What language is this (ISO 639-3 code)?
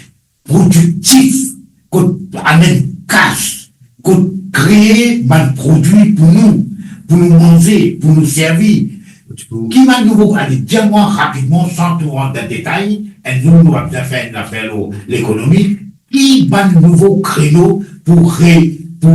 mfe